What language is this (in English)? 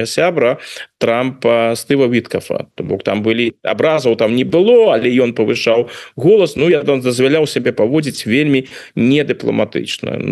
Belarusian